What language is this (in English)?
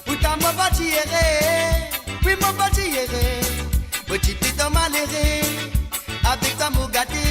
Morisyen